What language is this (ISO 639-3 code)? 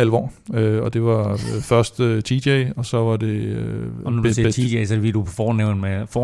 dan